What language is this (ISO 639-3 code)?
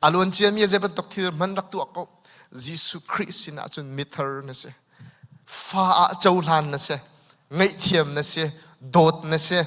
cnh